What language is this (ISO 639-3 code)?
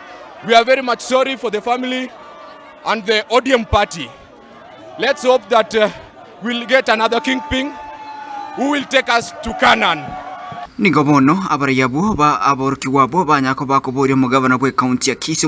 guz